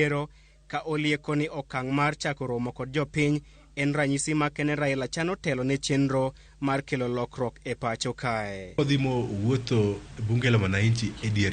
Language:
Luo (Kenya and Tanzania)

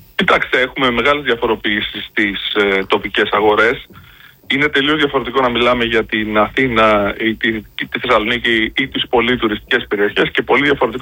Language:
Greek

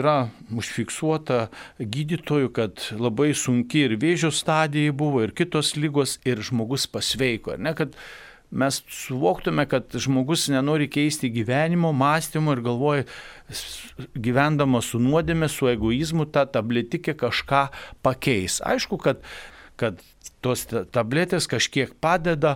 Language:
Lithuanian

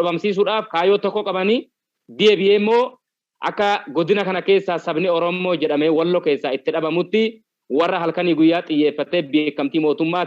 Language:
Oromo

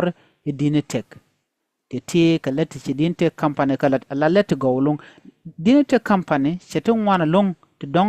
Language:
Nuer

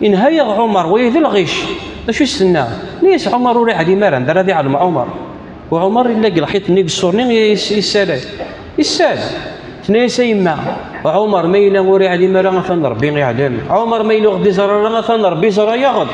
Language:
Kabyle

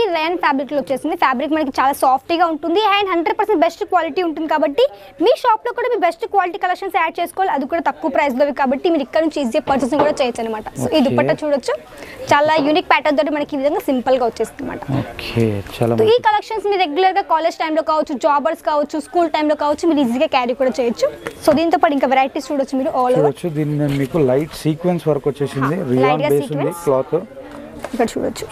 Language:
Telugu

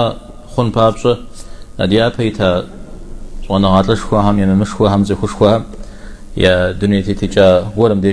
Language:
Kabardian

